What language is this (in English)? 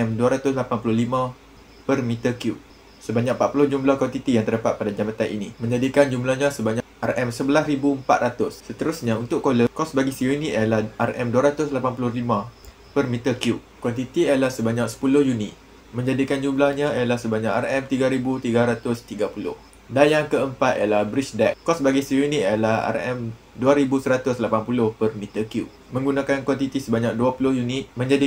Malay